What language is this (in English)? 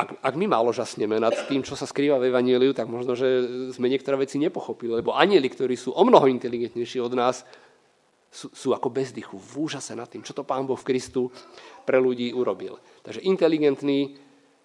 Slovak